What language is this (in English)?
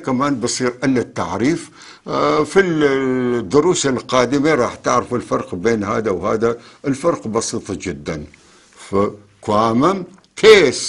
North Levantine Arabic